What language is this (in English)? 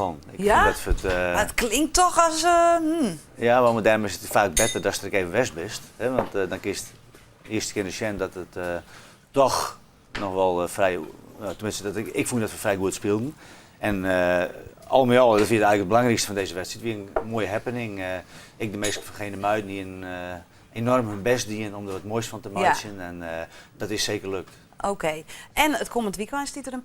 Western Frisian